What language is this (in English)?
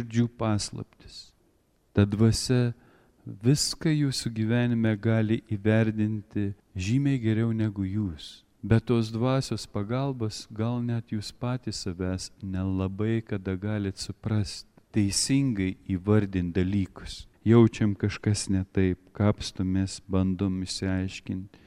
Lithuanian